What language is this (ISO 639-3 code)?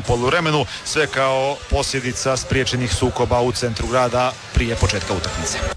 hrv